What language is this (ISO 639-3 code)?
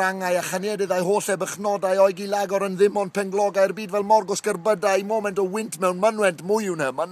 cym